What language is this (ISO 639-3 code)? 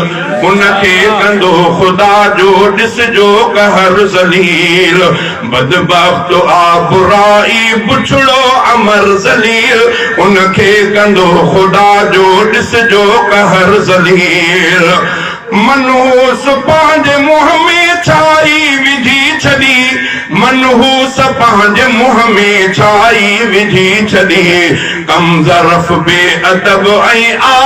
snd